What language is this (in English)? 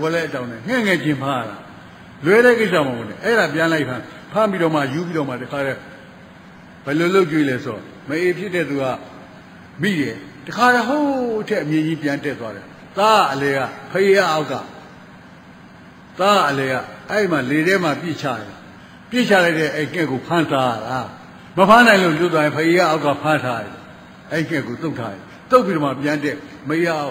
Burmese